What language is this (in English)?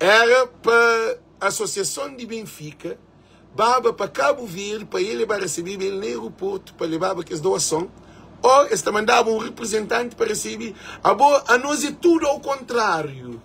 Kabuverdianu